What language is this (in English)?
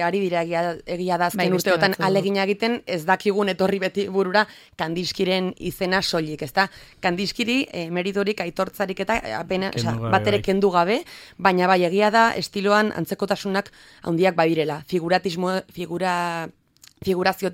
Basque